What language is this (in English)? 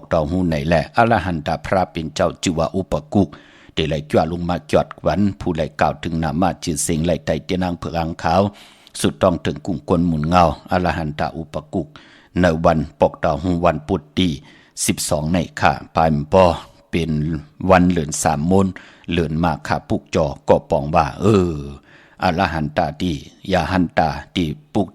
Shan